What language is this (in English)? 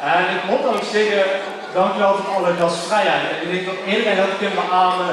Limburgish